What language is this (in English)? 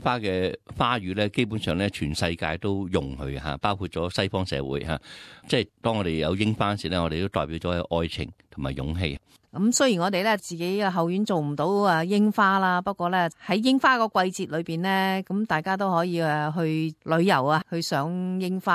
Cantonese